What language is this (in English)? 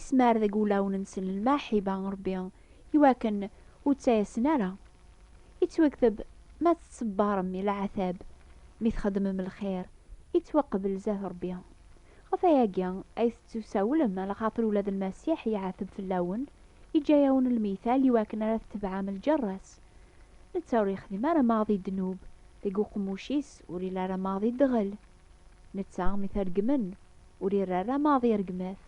Kabyle